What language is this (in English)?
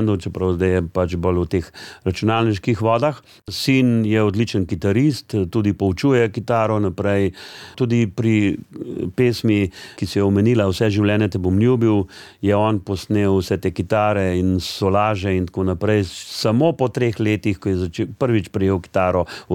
Slovenian